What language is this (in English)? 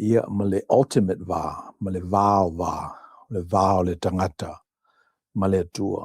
Samoan